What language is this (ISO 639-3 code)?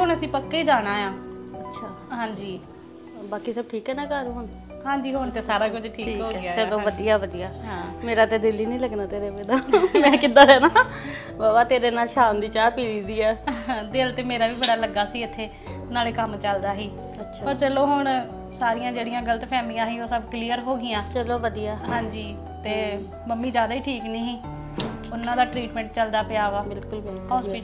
pan